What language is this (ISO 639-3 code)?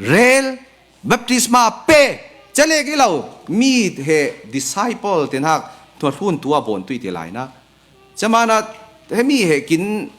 cfm